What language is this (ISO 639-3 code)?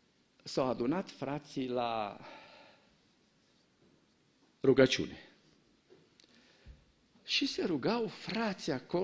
ron